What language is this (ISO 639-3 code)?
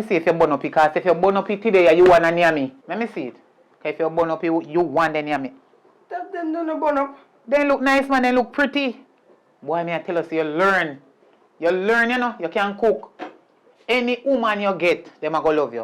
jam